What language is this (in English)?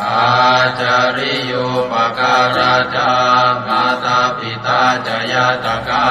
Pali